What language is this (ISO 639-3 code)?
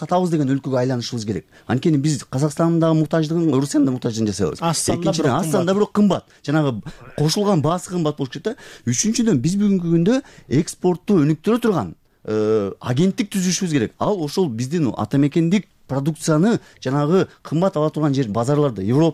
kir